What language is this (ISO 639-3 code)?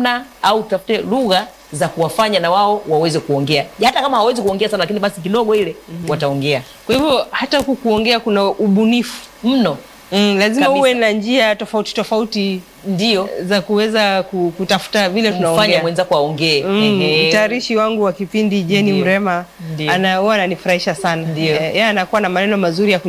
swa